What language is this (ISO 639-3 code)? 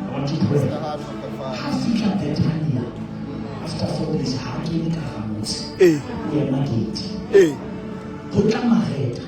sot